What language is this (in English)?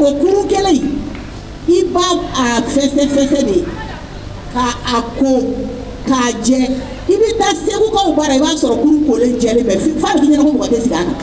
Bambara